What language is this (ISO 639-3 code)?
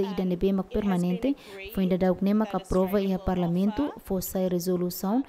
tet